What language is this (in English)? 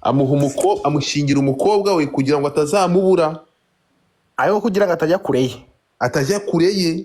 Kinyarwanda